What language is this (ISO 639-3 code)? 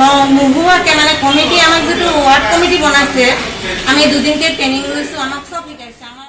asm